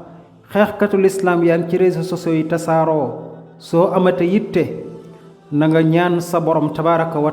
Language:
Wolof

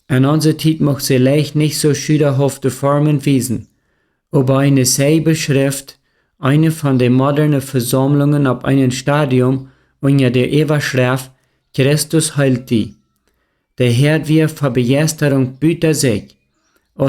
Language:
Plautdietsch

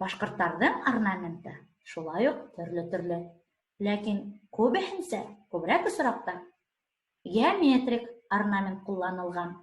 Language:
Bashkir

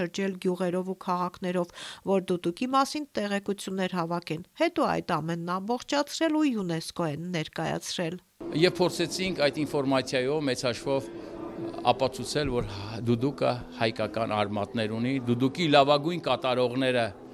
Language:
Armenian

